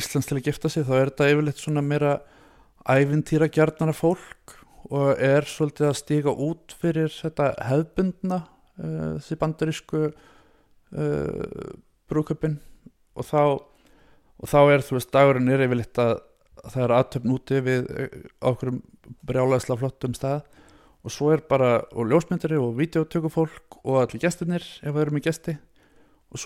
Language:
Icelandic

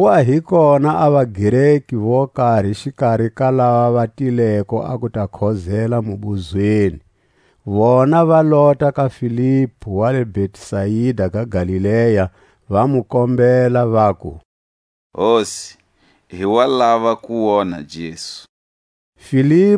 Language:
Tswa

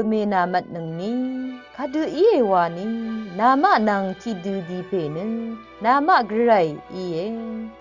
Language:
Rawang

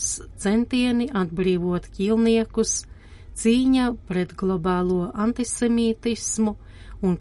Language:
Latvian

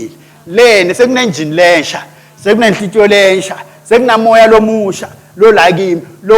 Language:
Swati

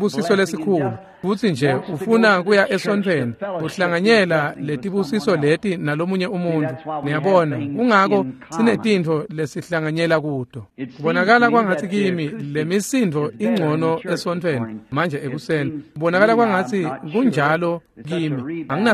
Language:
Swati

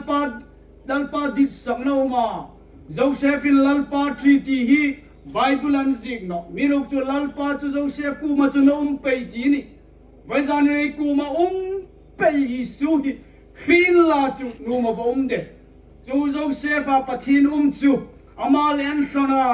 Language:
Hmar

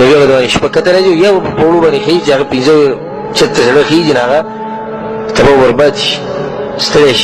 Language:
Pashto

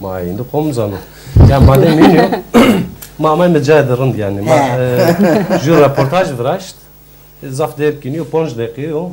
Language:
Zaza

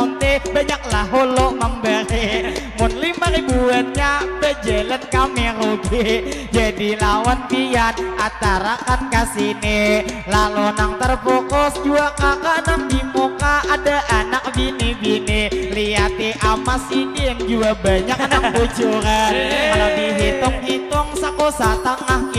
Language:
Banjar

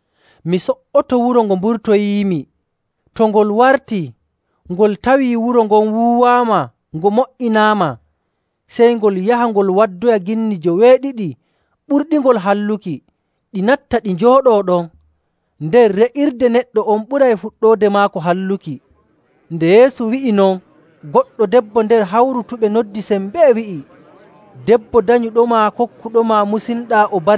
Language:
Nigerian Fulfulde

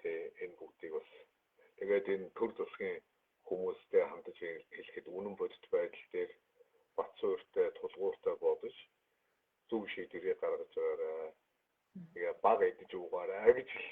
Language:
Mongolian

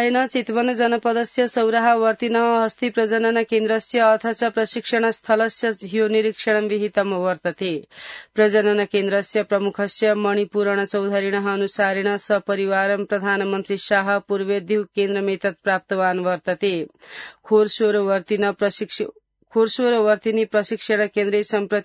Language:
Sanskrit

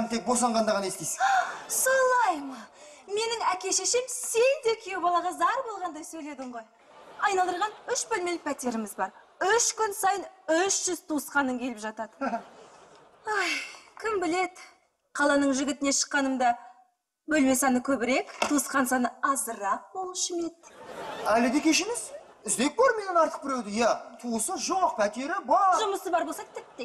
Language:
Kazakh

